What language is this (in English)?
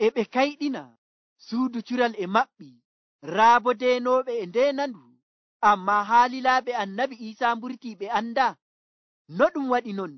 Nigerian Fulfulde